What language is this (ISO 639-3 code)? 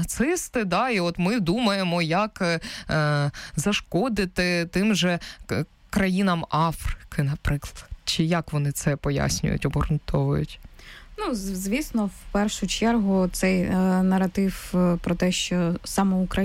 ukr